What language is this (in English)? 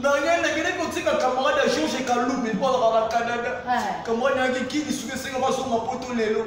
Lingala